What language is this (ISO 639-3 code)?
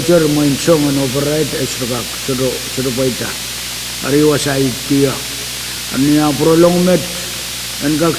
pon